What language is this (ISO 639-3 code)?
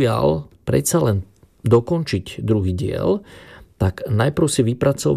slk